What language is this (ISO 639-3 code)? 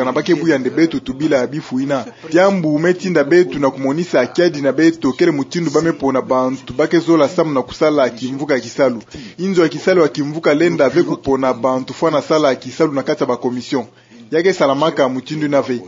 ktu